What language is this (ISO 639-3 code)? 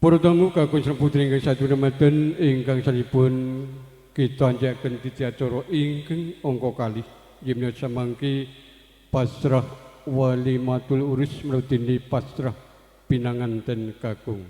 jav